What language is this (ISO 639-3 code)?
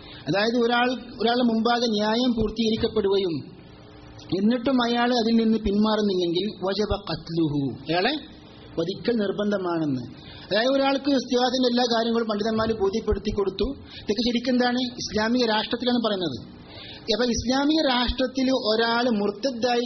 mal